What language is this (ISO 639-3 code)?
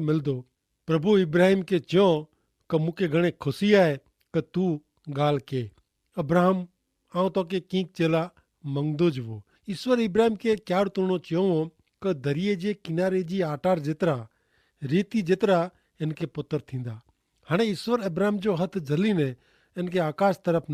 kfr